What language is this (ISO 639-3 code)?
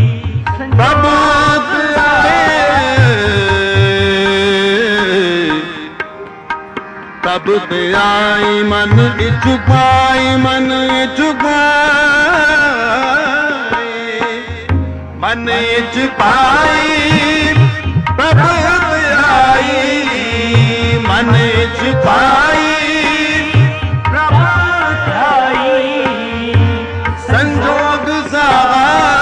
hin